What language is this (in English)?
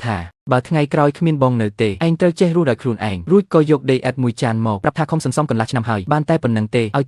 Khmer